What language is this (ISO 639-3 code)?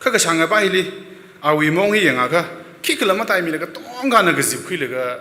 nmf